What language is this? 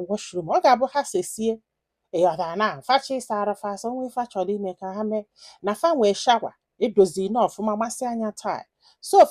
Igbo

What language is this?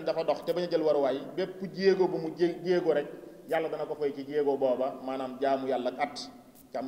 Wolof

